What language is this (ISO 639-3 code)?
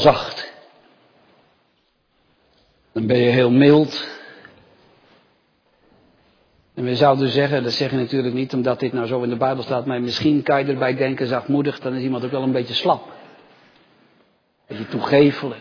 nld